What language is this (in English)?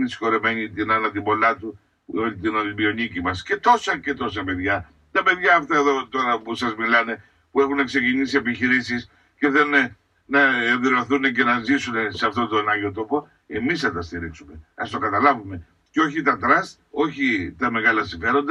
Greek